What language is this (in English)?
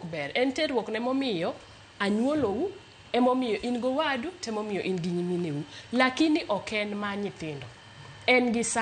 Luo (Kenya and Tanzania)